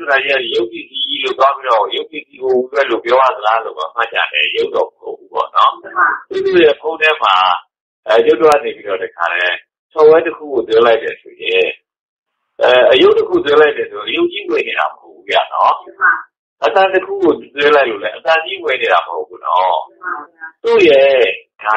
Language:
Burmese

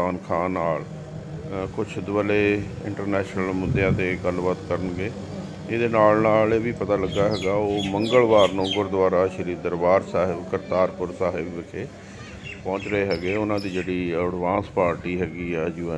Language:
Punjabi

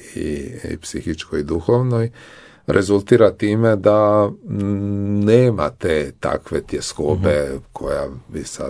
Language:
Croatian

